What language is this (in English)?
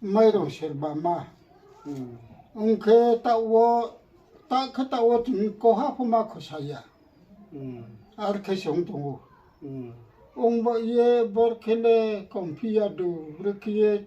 Riang (India)